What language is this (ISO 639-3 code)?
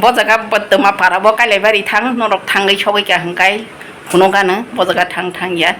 trp